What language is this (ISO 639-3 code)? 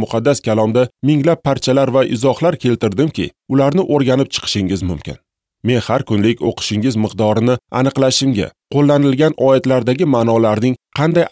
uzb